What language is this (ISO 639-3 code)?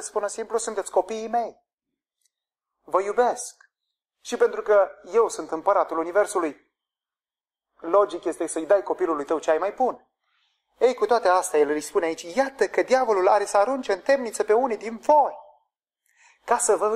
ron